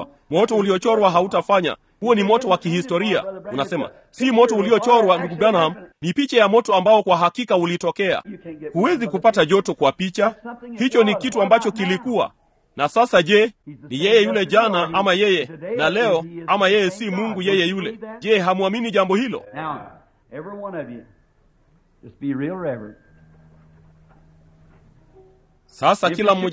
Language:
Swahili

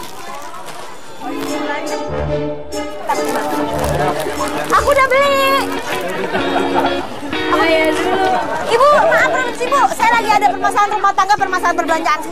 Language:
Indonesian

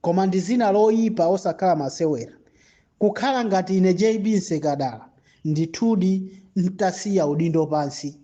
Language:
Nyanja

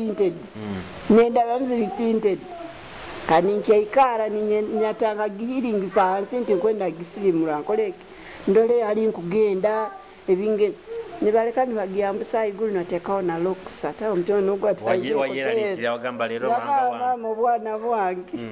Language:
Nyoro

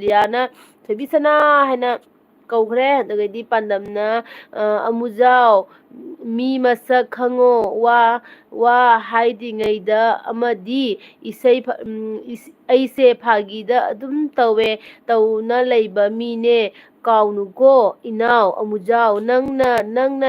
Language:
Manipuri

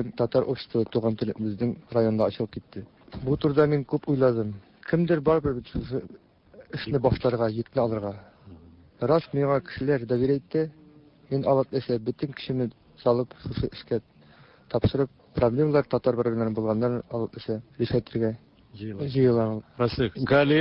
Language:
Tatar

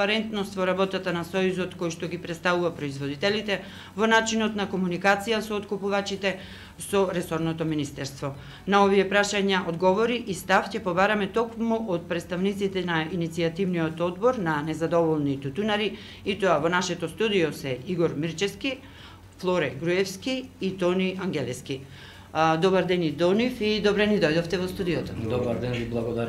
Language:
Macedonian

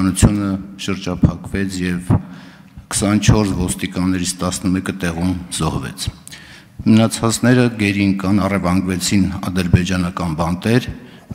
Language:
Armenian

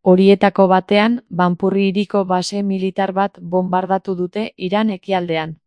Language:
Basque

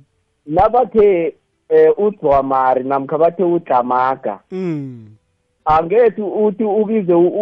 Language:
South Ndebele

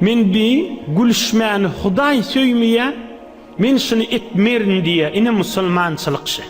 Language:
Turkmen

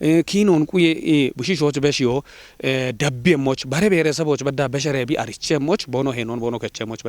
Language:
Kafa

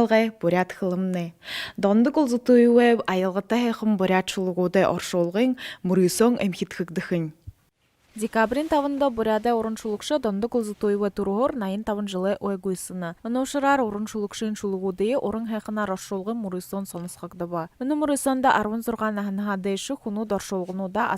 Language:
Buriat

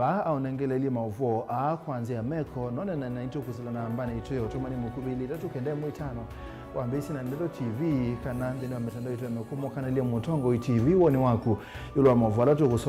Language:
Kamba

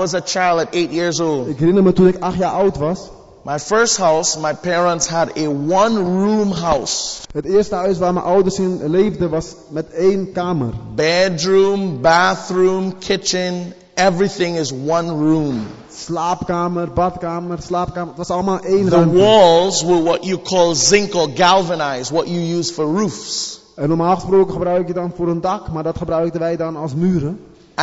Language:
Dutch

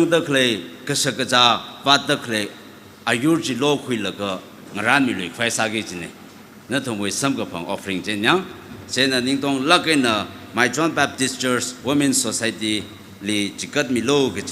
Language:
Tangkhul Naga (India)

